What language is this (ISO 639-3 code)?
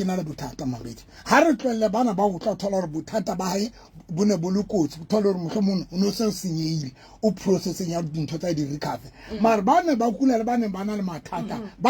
sot